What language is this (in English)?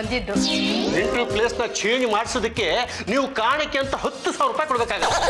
Kannada